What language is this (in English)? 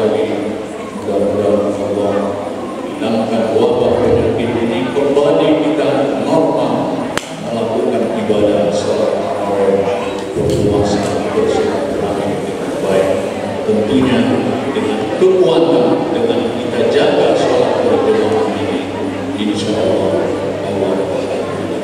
Indonesian